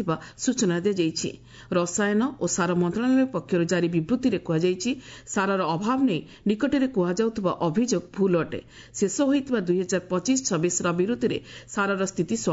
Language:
Odia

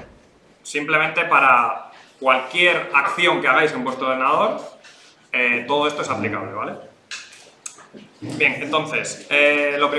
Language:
Spanish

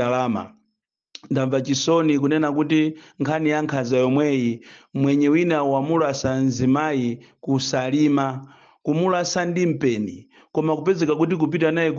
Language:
Nyanja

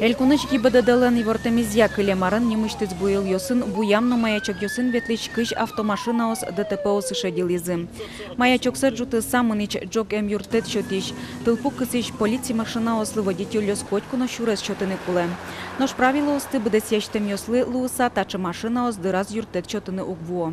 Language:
Udmurt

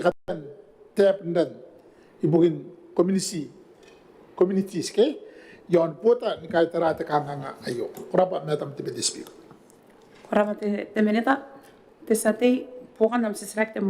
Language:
Gilbertese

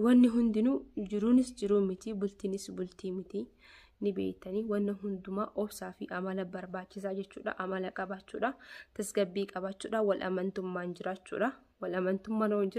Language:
Oromo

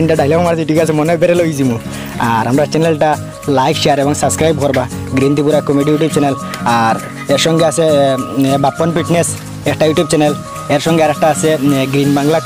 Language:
Sylheti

